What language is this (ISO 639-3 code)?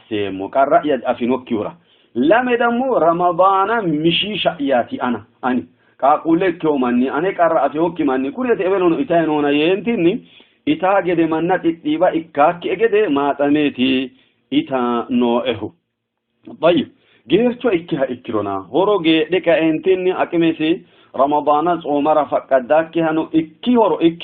sid